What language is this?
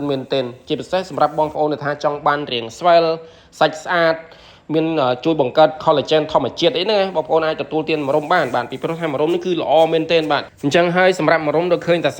Khmer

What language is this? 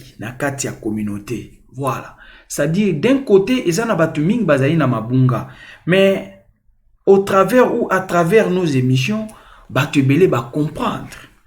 Lingala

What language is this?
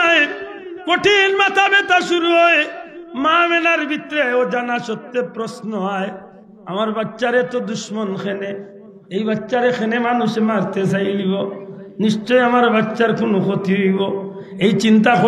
Sylheti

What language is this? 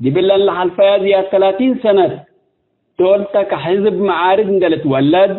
Tigre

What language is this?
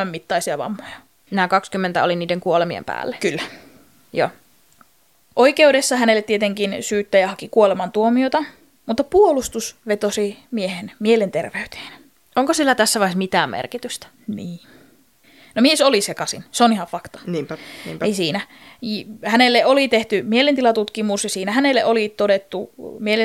Finnish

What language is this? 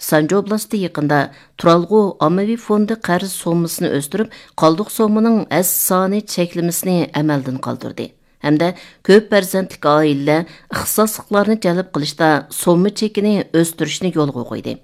Uyghur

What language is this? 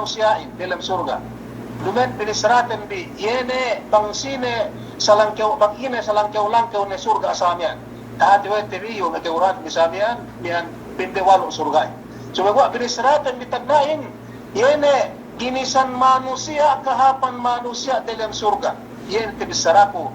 Yakan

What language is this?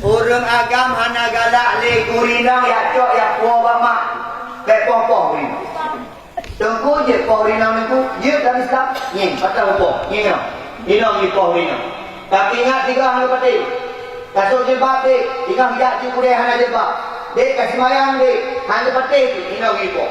Achinese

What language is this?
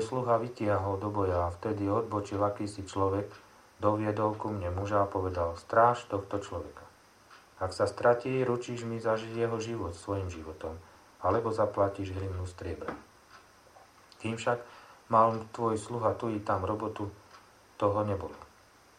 Slovak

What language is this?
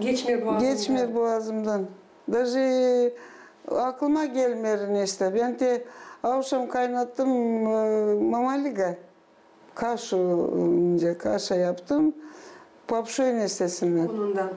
Gagauz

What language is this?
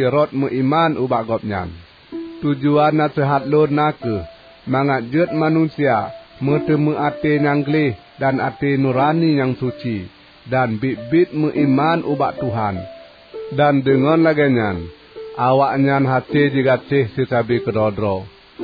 Achinese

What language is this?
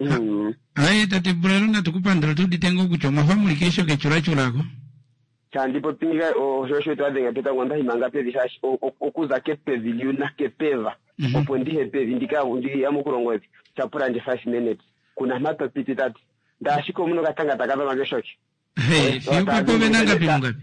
Kuanyama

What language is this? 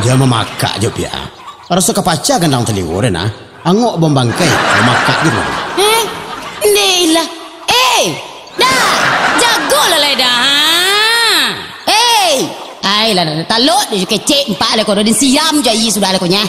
Minangkabau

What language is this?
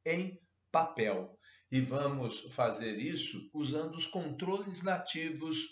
Portuguese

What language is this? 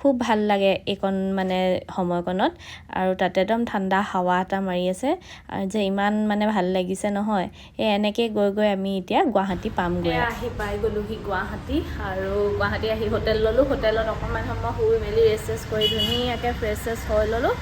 Assamese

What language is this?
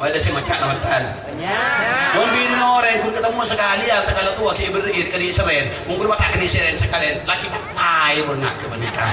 Madurese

